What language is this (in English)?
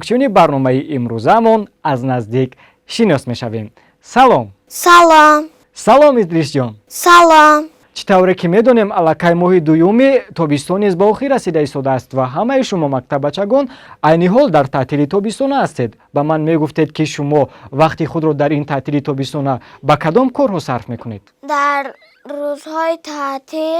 Tajik